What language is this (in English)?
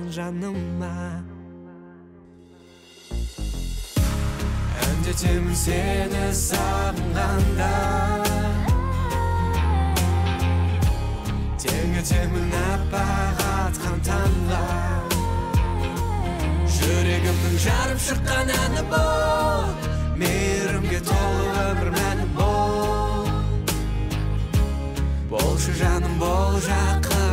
Kazakh